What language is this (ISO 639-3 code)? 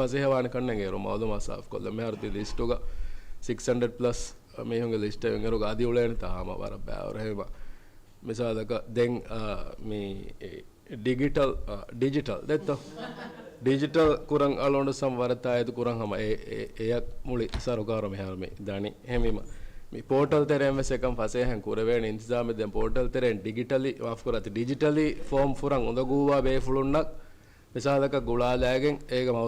div